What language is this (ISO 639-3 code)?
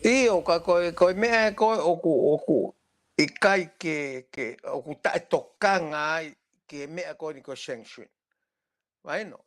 ton